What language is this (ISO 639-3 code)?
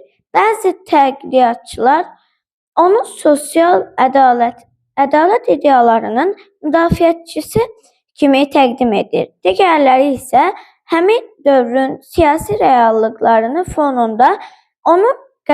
aze